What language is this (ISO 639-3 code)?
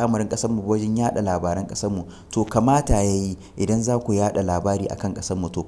hau